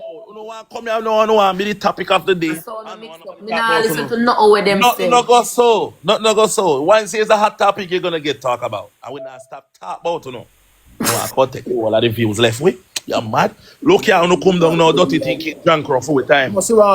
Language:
Jamaican Creole English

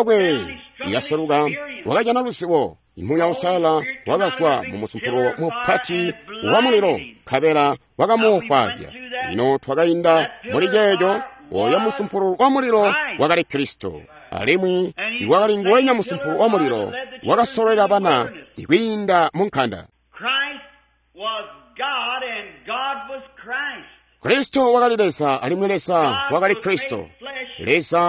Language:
Tonga (Zambia)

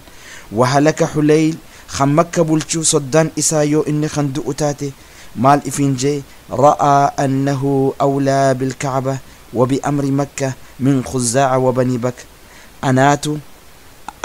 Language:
Oromo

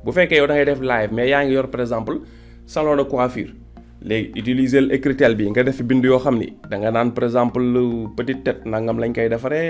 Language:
Wolof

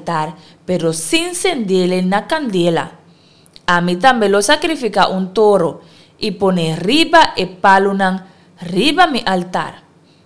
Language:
Papiamento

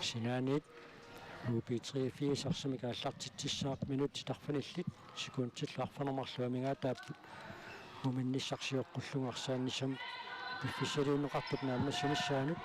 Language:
Kalaallisut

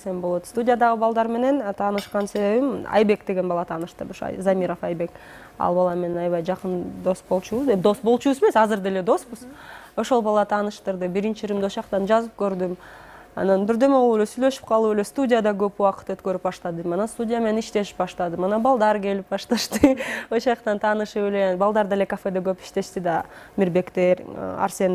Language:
Kyrgyz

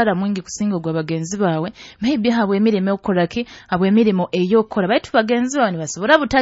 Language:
Nyoro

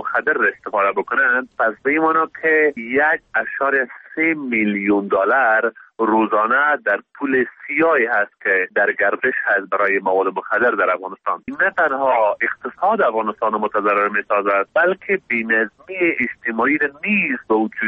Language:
Persian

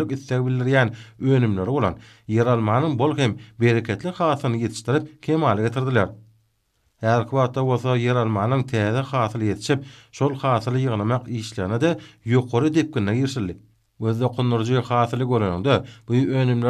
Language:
Turkmen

